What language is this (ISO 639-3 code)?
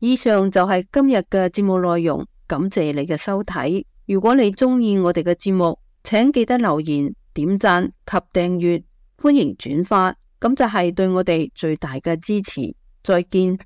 yue